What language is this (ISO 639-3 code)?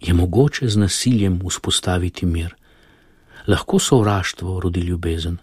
slv